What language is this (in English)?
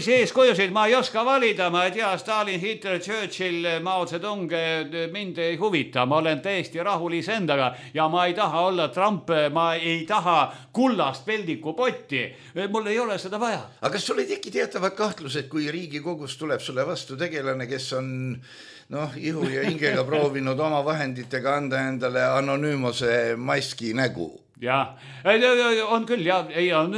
Estonian